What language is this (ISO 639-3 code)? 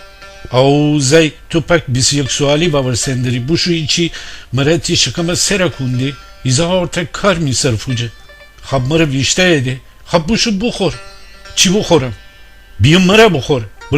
glk